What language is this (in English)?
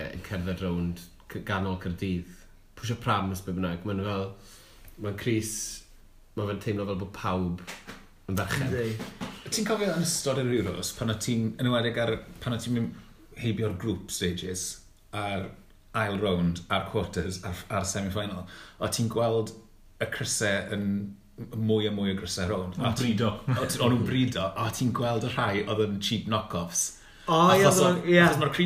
Welsh